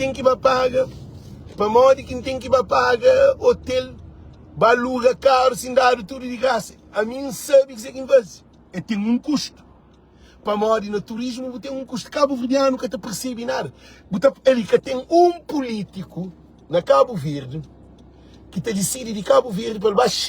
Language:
Kabuverdianu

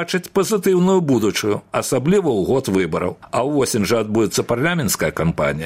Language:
Belarusian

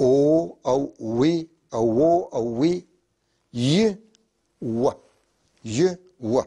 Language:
North Levantine Arabic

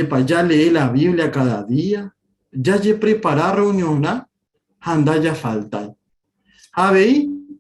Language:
Guarani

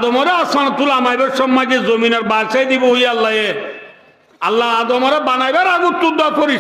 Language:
Rohingya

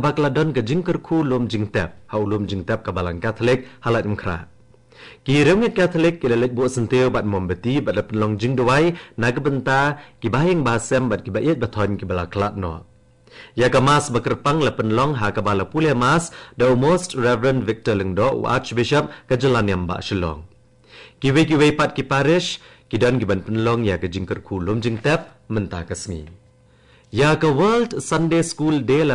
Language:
Khasi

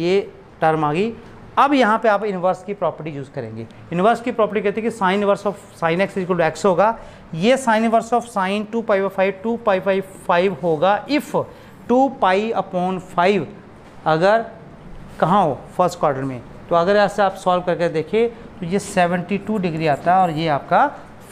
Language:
Hindi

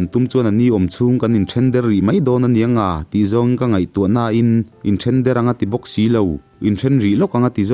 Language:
Mizo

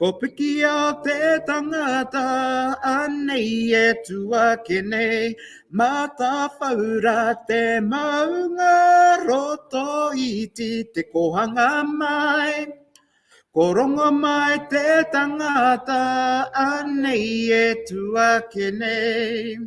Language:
Māori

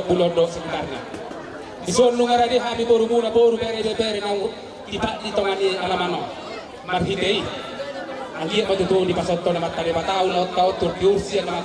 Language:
Batak Toba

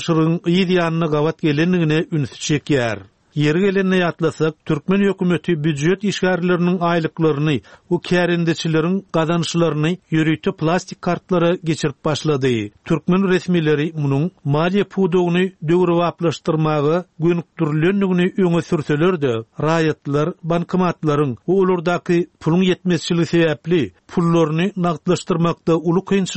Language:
Turkmen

